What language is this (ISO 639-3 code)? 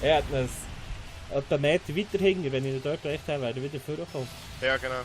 gsw